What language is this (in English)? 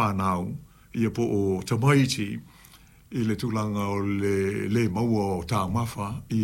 Samoan